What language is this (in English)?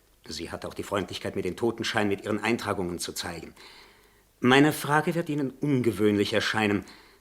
Swiss German